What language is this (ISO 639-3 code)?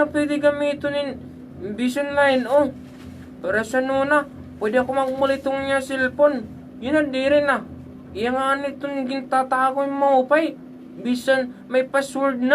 war